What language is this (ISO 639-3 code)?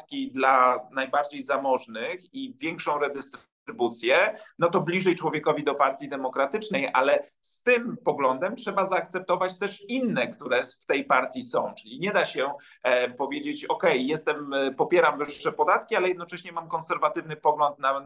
pol